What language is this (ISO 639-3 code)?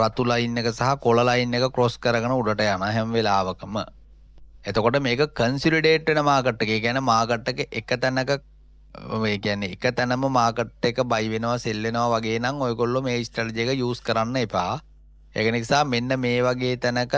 sin